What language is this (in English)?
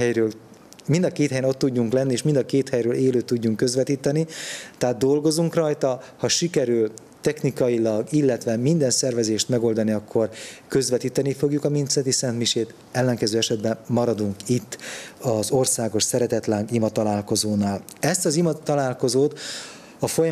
Hungarian